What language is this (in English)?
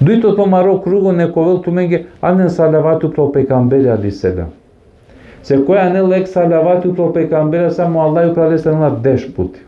Balkan Romani